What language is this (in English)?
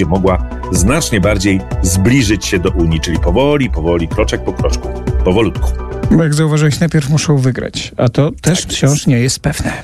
Polish